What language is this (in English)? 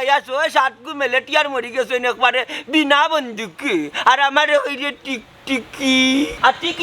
Sylheti